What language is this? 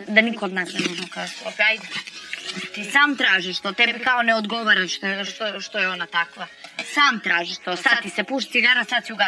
Serbian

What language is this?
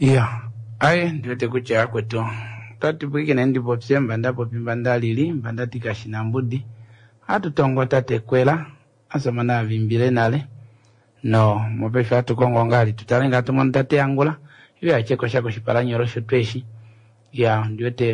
Kuanyama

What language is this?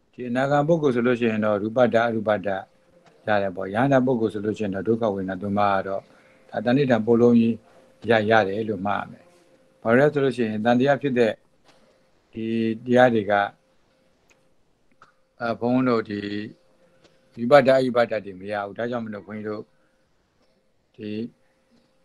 Burmese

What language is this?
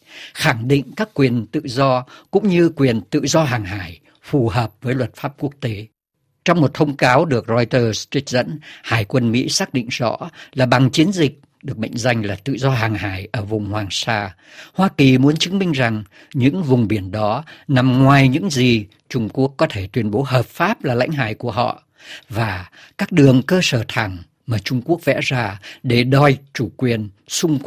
Vietnamese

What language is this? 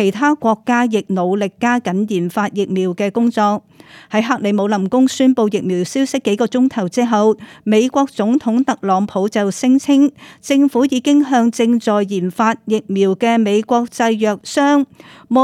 Cantonese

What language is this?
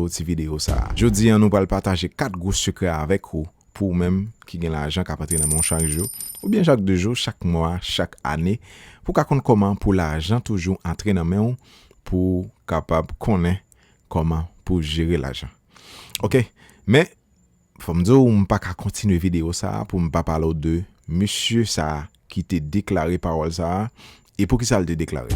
Haitian Creole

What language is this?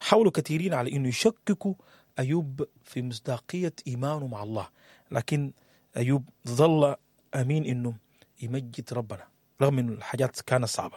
Sudanese Arabic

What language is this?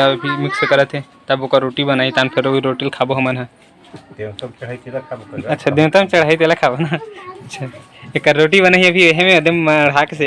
Chhattisgarhi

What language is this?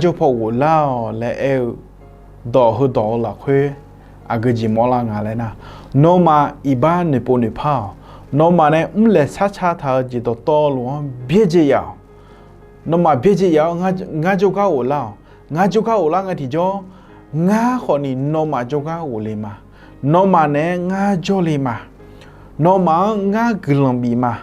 Akha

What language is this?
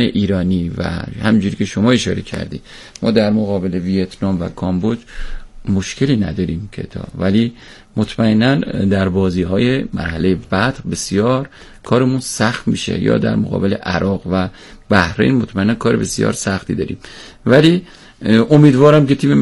Persian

